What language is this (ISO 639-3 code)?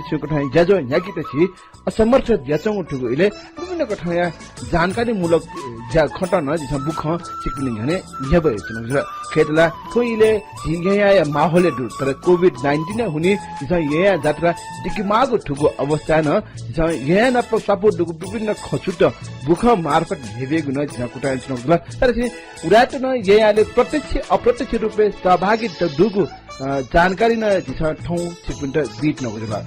new